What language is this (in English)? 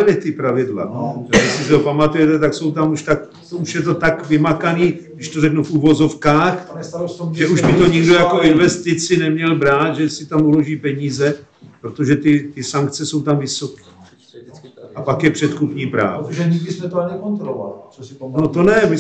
Czech